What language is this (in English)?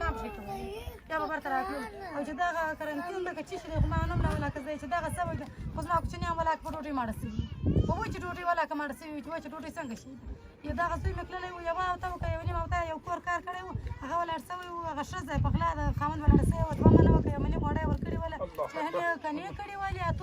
Pashto